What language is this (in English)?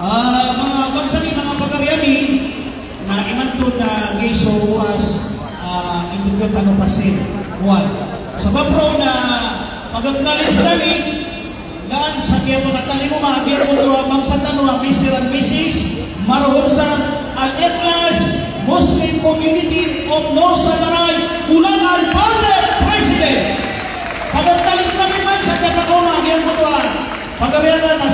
Maranao